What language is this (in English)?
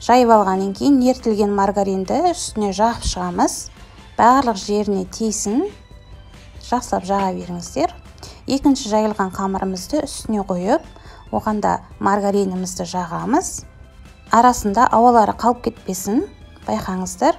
Kazakh